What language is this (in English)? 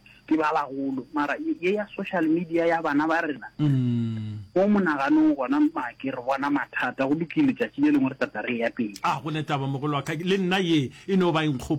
Northern Sotho